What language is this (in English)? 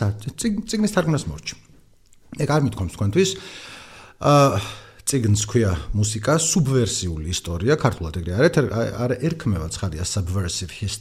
Georgian